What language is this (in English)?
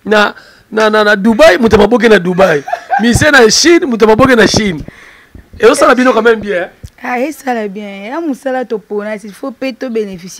Lingala